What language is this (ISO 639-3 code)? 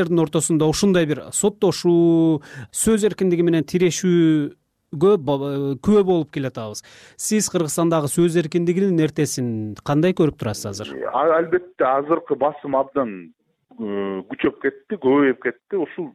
kir